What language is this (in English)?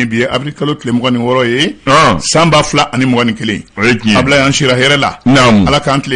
Bambara